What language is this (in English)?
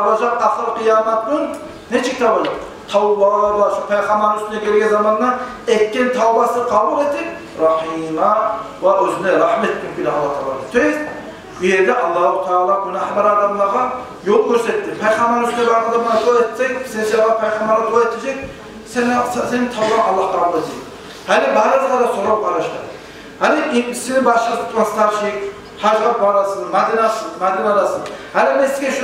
Kumyk